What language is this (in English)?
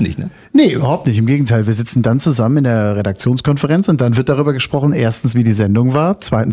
German